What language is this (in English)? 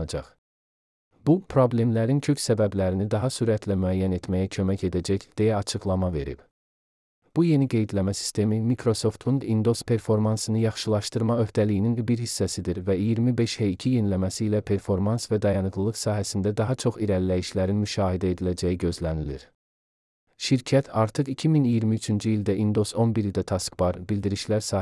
Azerbaijani